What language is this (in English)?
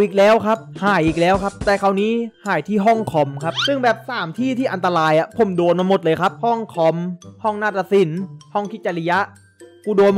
Thai